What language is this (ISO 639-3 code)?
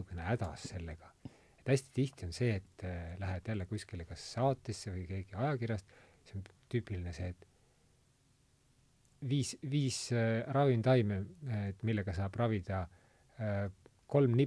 est